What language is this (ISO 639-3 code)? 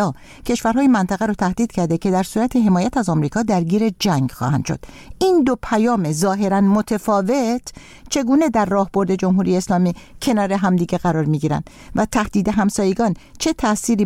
fas